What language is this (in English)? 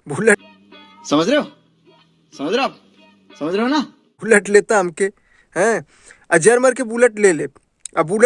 Bhojpuri